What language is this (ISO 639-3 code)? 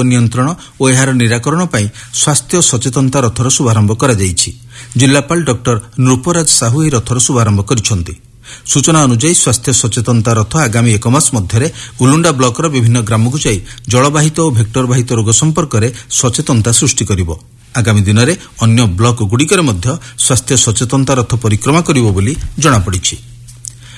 ori